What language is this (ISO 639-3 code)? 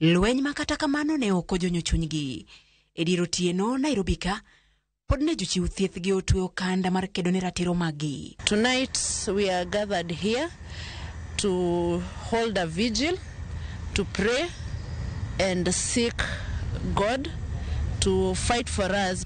luo